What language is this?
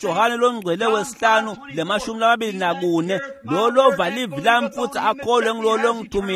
Swati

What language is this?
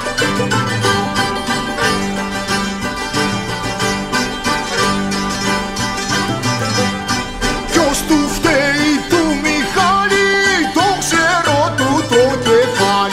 Greek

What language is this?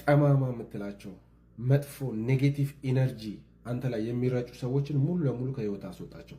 Amharic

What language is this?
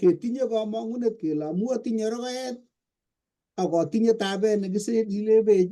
Kalenjin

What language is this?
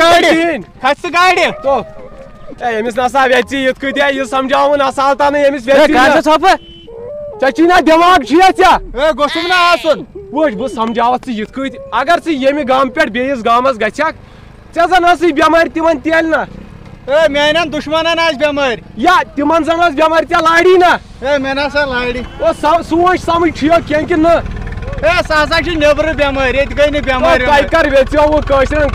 Kashmiri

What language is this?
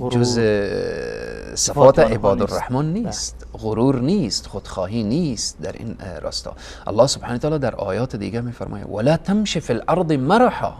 Persian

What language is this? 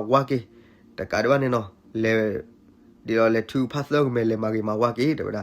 S'gaw Karen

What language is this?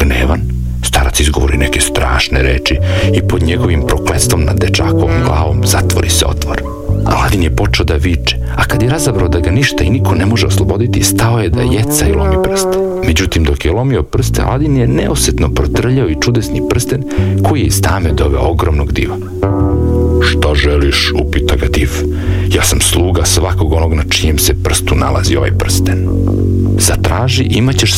Serbian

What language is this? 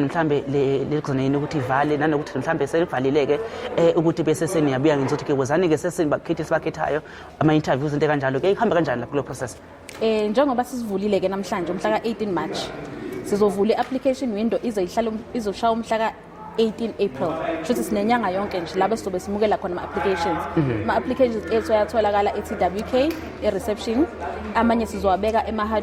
Zulu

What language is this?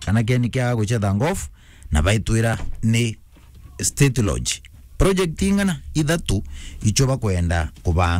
Meru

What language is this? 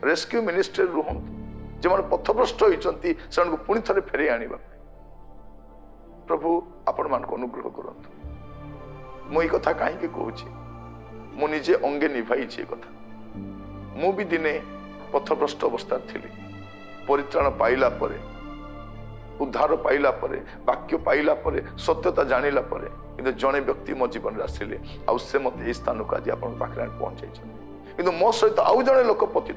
Odia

